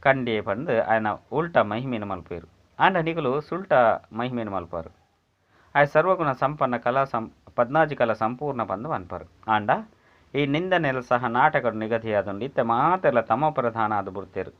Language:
Tulu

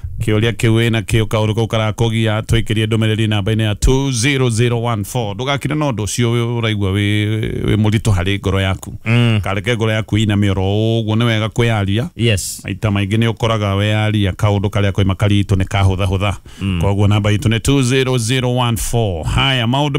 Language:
Kikuyu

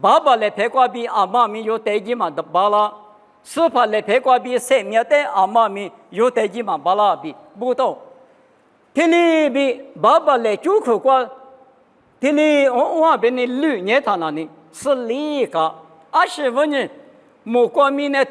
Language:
Lisu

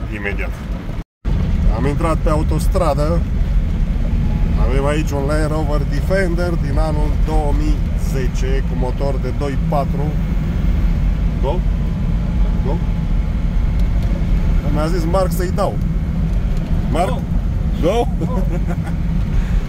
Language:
Romanian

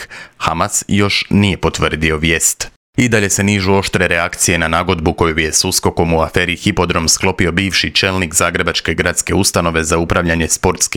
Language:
Croatian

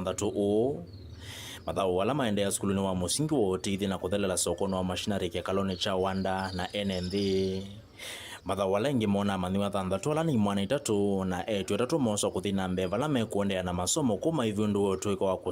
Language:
Kamba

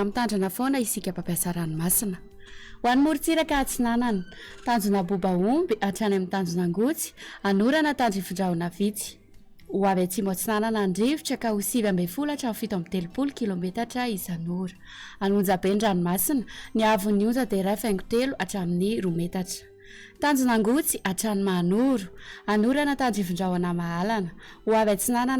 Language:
Malagasy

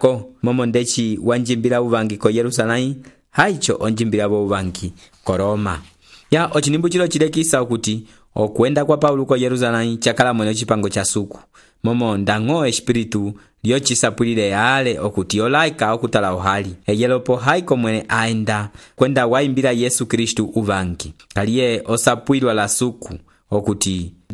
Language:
Umbundu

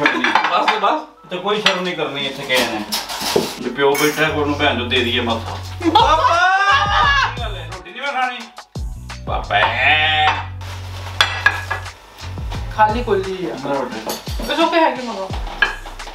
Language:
Punjabi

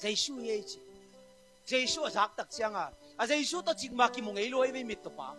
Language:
Tedim Chin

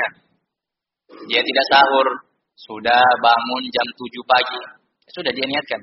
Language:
Indonesian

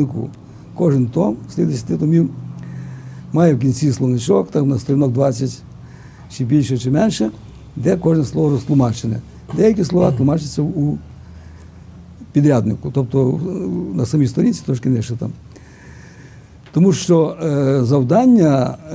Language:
Ukrainian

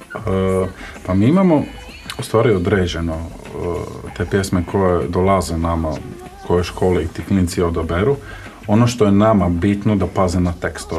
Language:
Croatian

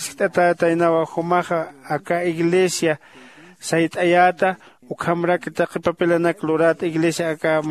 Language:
Aymara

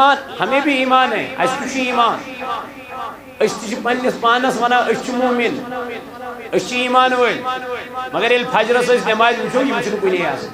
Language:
Kashmiri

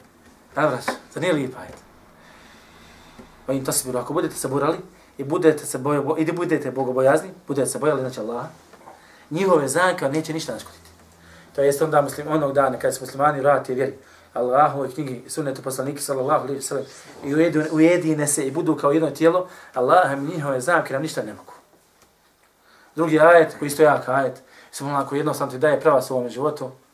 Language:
Bosnian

